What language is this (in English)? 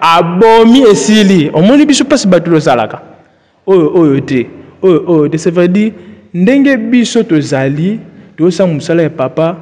Lingala